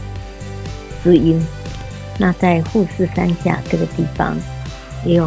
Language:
Chinese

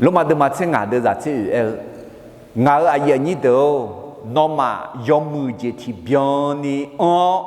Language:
Akha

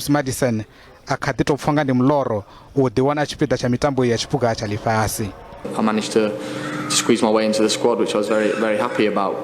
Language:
Venda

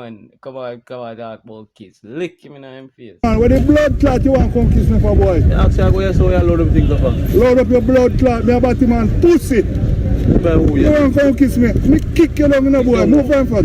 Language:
Jamaican Creole English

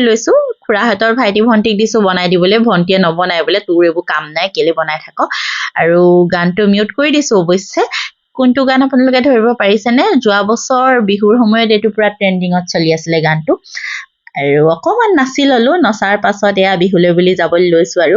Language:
Assamese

